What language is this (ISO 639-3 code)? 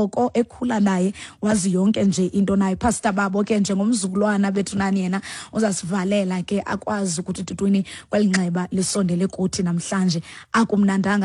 xho